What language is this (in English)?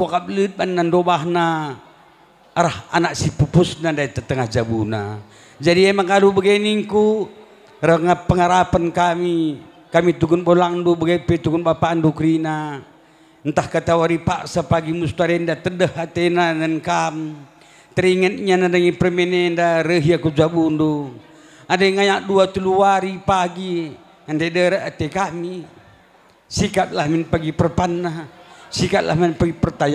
Batak Karo